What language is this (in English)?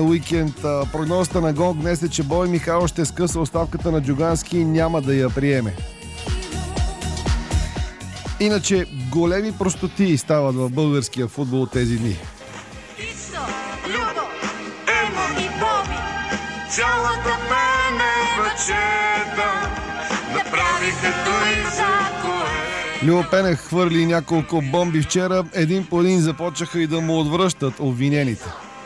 Bulgarian